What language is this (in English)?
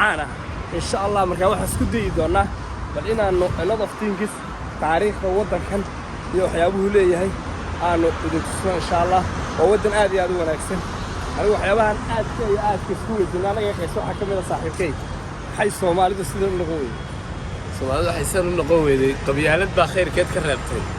Somali